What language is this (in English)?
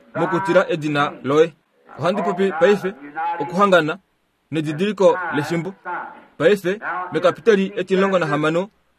Kuanyama